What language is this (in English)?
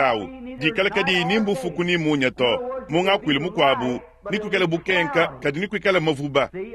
Luba-Lulua